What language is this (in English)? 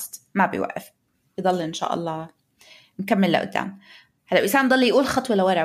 North Levantine Arabic